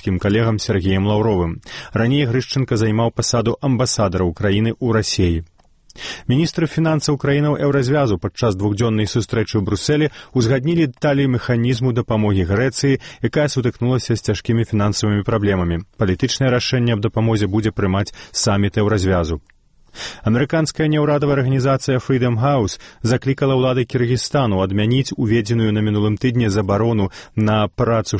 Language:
Belarusian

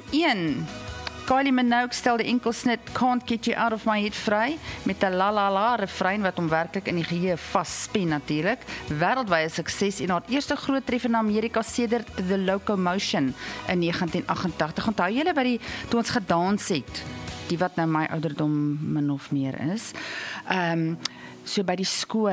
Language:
Afrikaans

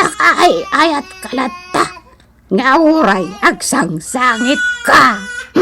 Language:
Iloko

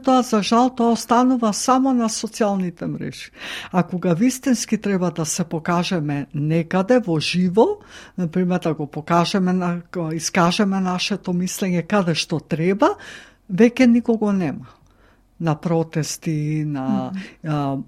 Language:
Macedonian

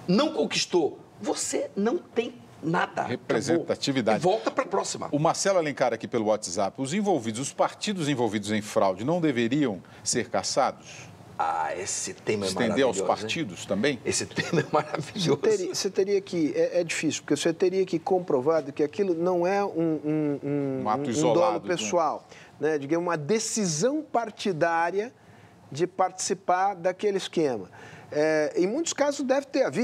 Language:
Portuguese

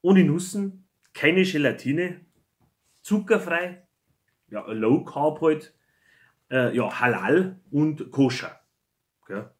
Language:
Bavarian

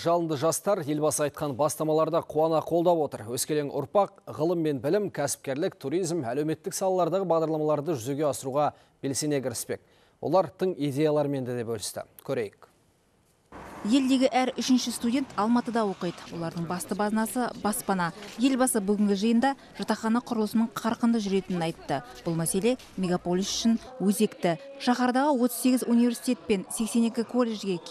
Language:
Kazakh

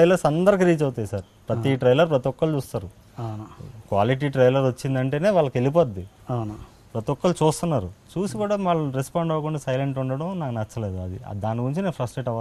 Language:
Telugu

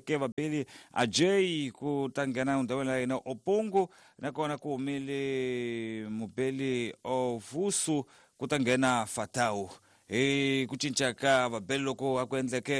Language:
Tsonga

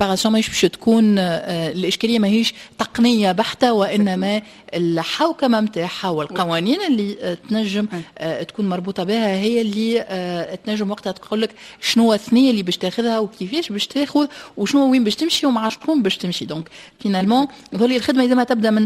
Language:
Tunisian Arabic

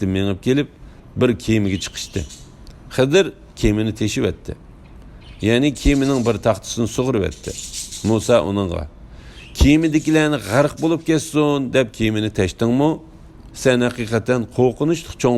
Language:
Uyghur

